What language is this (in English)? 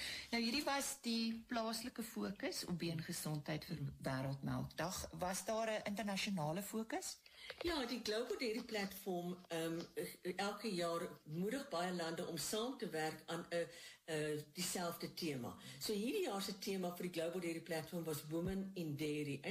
Afrikaans